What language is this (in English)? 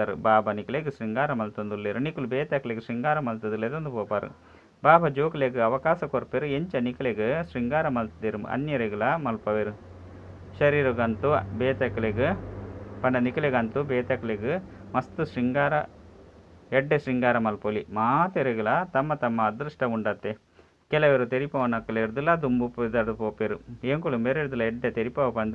Tulu